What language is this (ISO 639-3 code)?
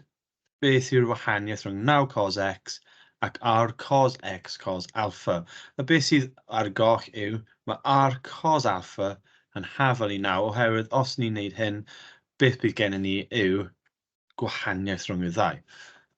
cym